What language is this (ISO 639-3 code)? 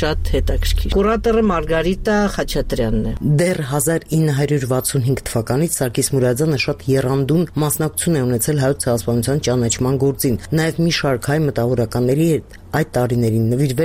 hye